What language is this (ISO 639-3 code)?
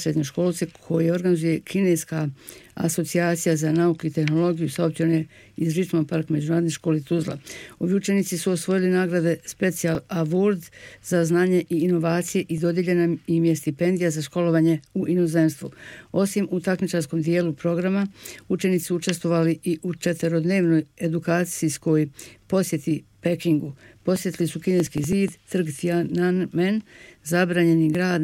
bos